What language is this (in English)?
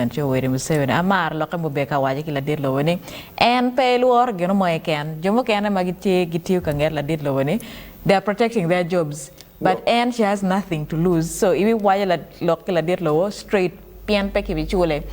Acoli